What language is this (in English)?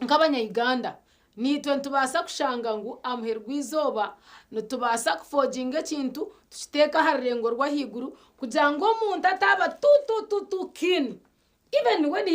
Nyankole